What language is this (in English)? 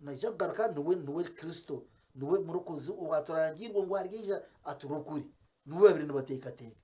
Nyankole